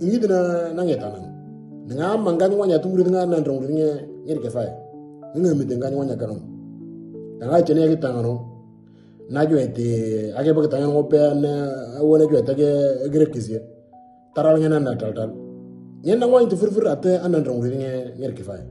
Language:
Moro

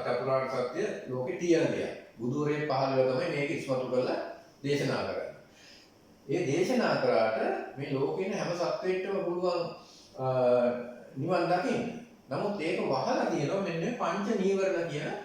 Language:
Sinhala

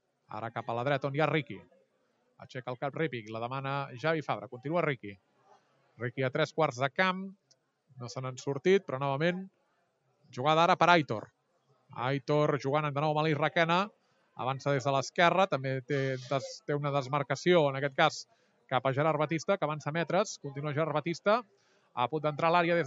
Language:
Catalan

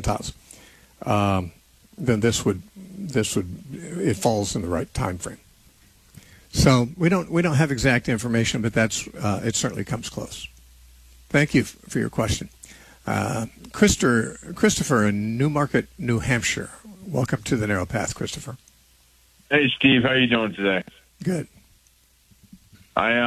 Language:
English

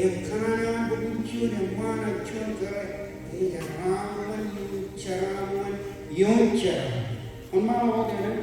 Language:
Marshallese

